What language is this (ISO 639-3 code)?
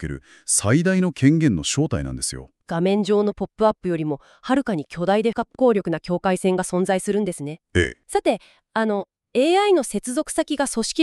jpn